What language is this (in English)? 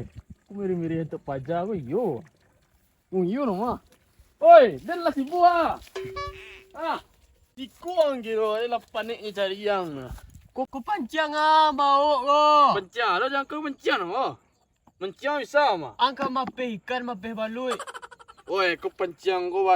Minangkabau